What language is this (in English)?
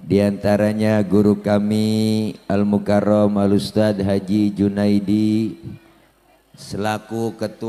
Betawi